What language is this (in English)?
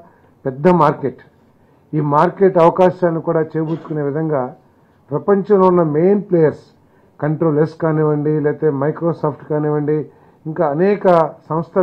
Telugu